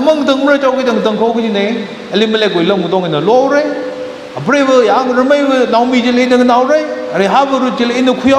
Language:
Tangkhul Naga (India)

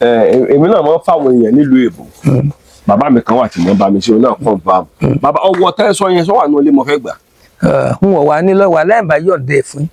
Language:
Yoruba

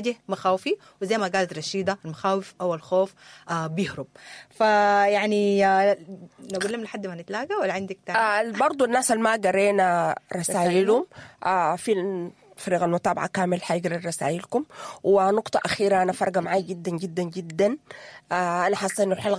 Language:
Sudanese Arabic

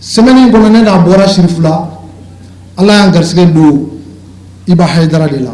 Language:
Bambara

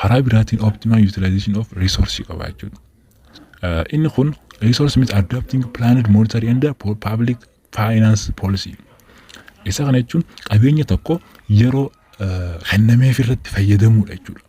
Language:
Oromo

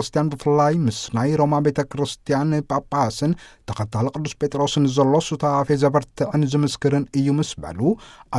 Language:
Tigrinya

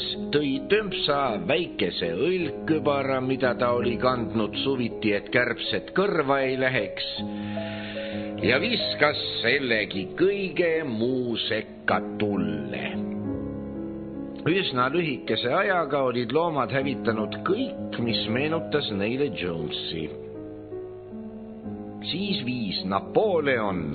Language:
Estonian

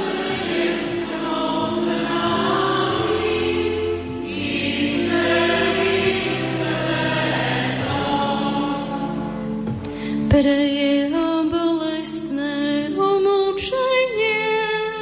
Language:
Slovak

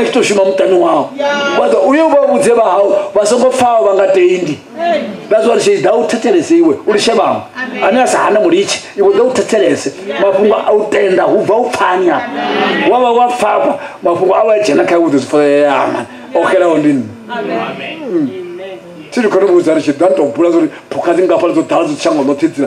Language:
Venda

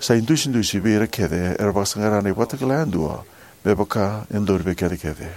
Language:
Fijian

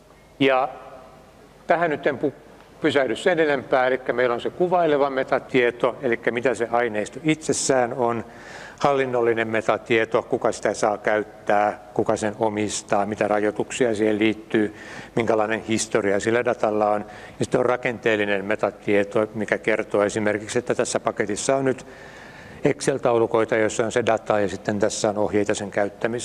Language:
Finnish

